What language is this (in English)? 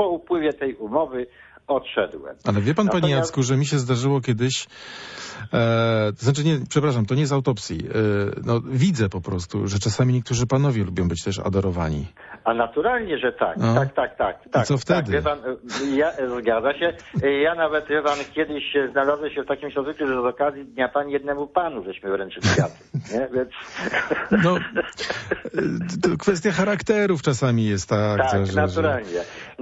Polish